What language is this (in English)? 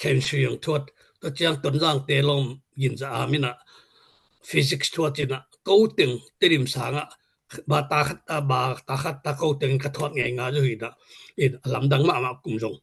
Tedim Chin